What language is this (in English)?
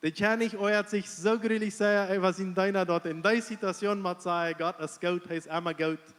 Plautdietsch